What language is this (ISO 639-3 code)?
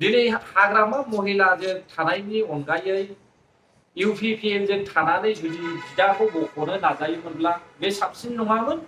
brx